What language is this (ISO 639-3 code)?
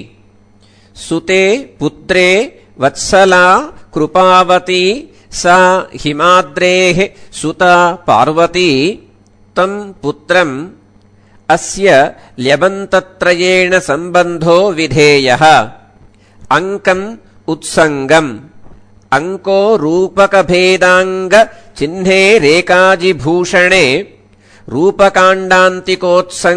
san